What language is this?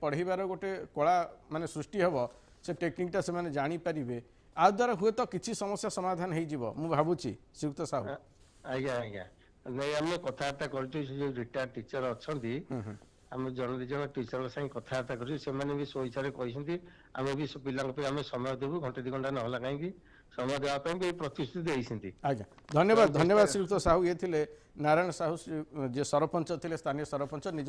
Odia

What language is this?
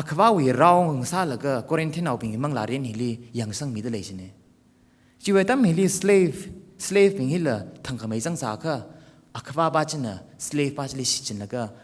Tangkhul Naga (India)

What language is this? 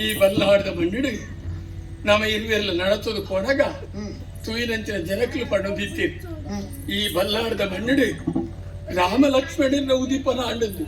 Tulu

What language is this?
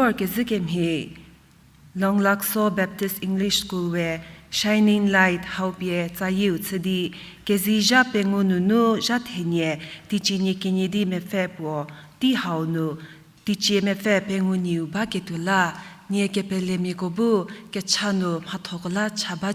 Angami Naga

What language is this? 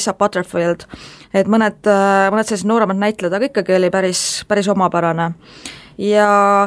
Estonian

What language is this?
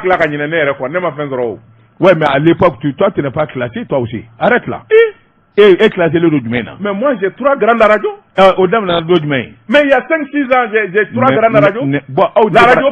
Bambara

